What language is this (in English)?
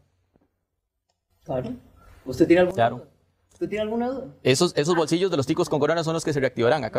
Spanish